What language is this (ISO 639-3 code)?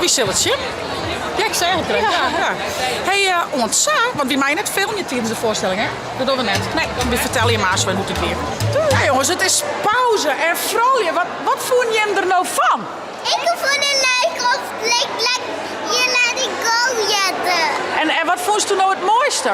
fry